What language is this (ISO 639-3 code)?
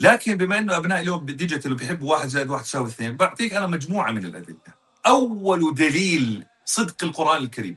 apc